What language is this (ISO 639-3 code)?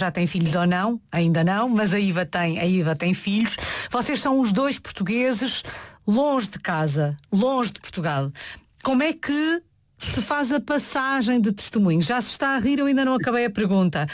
por